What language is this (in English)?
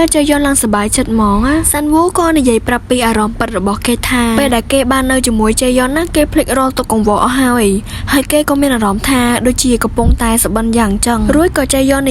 Khmer